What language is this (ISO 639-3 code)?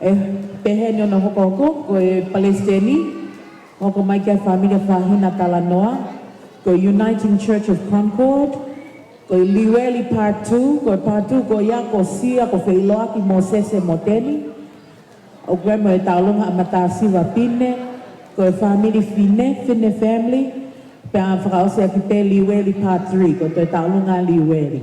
ton